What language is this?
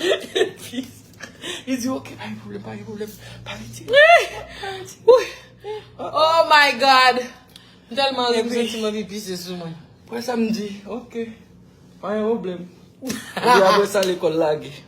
Haitian Creole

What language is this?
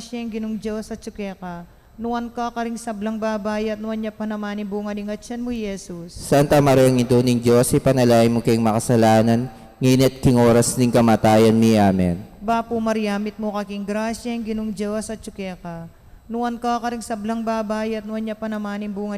Pampanga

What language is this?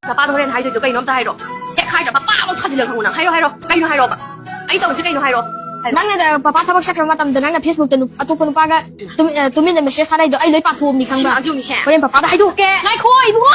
Manipuri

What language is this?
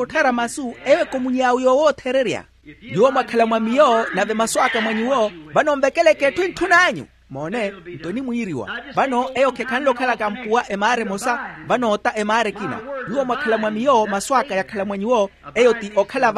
Makhuwa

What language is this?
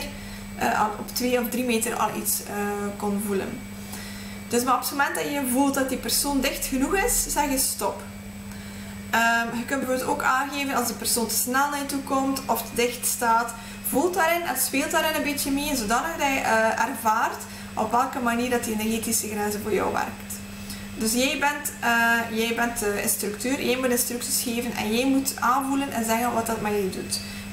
Dutch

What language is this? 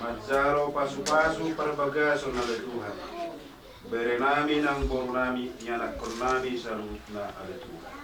Batak Toba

